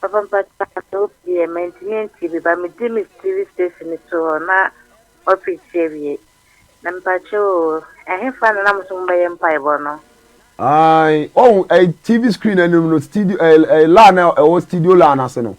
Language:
Akan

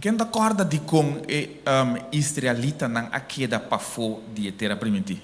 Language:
Papiamento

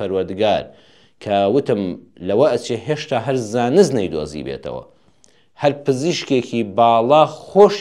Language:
Central Kurdish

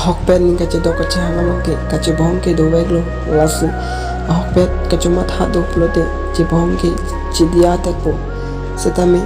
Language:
Karbi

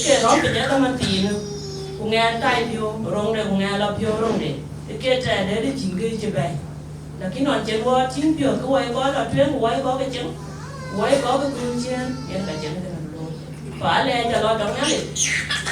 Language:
Dinka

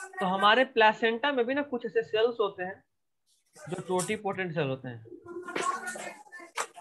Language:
Hindi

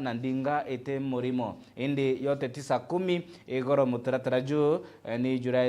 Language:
Meru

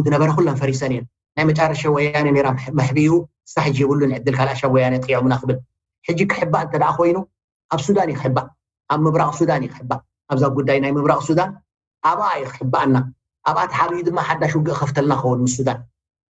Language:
Tigrinya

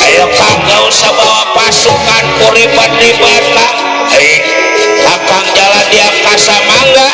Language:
Betawi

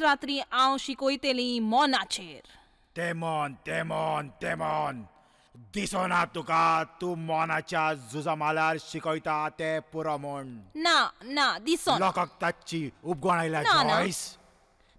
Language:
Konkani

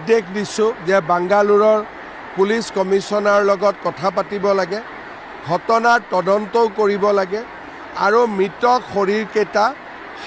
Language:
Assamese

